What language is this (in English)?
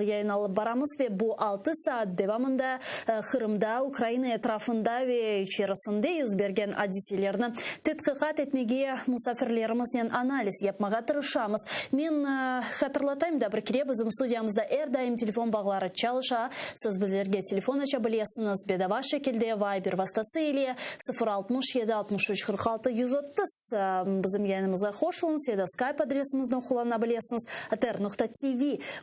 Crimean Tatar